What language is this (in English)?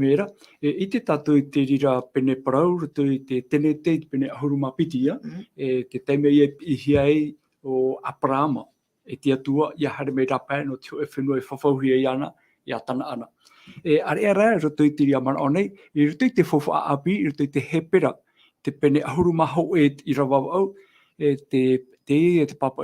Tahitian